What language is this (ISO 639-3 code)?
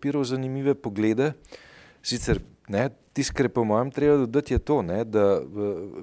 slv